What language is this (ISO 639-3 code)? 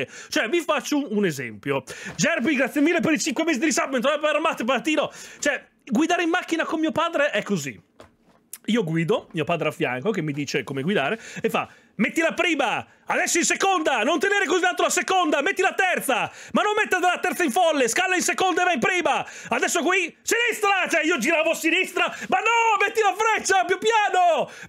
ita